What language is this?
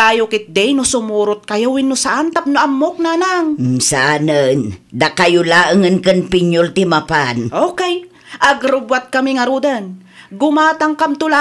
Iloko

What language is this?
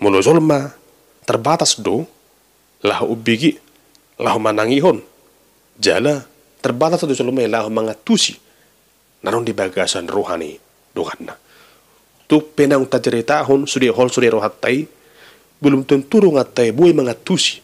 Batak Toba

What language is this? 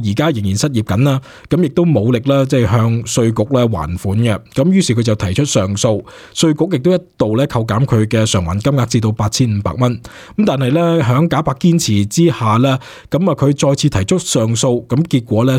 Cantonese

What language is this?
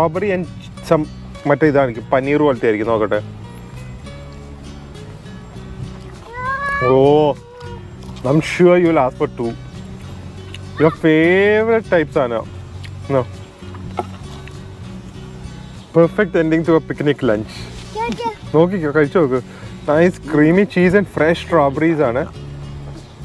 Malayalam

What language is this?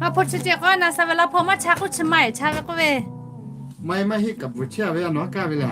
Lahu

